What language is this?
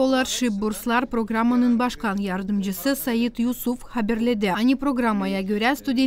Gagauz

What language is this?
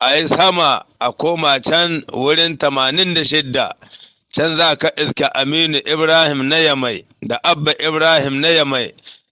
Hausa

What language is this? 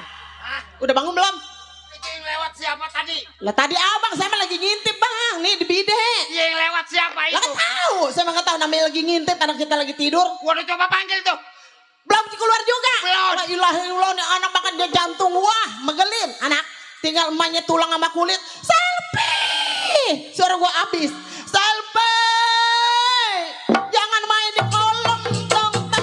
Betawi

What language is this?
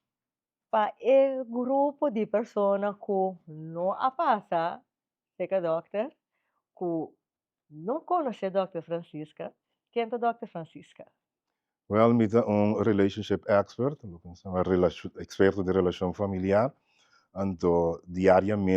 Papiamento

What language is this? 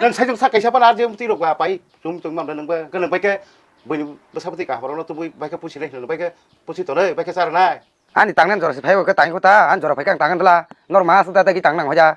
Kok Borok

